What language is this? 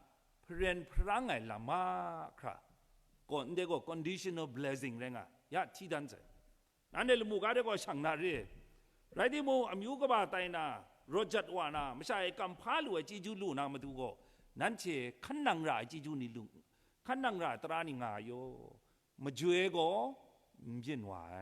Kachin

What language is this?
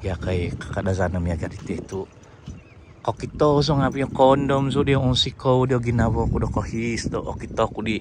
Central Dusun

